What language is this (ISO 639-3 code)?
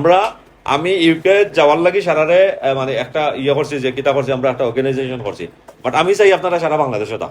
syl